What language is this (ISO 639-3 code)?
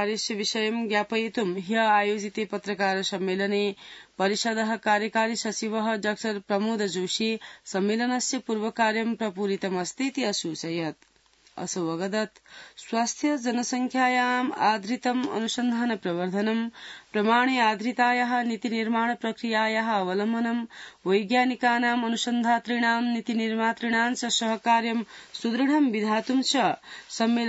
san